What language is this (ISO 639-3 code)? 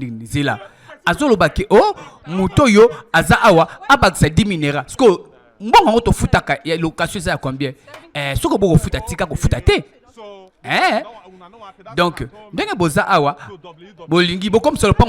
lin